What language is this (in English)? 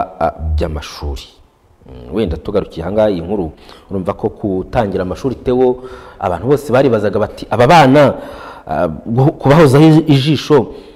Kinyarwanda